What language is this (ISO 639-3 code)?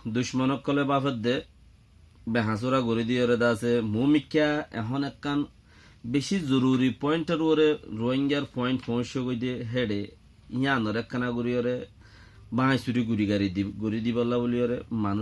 rhg